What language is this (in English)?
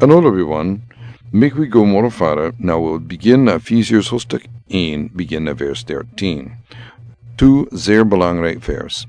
Sranan Tongo